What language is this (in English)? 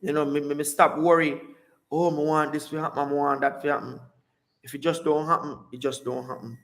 Jamaican Creole English